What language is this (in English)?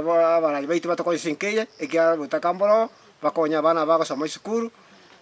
Gusii